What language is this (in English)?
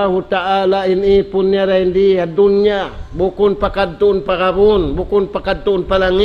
Tausug